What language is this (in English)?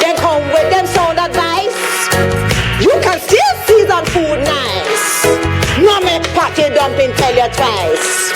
Jamaican Creole English